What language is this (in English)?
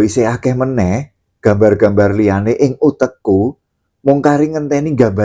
Javanese